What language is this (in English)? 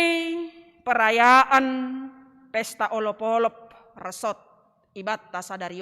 Batak Simalungun